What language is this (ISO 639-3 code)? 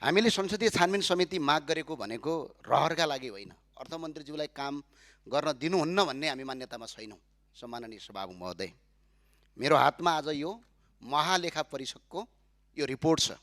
nep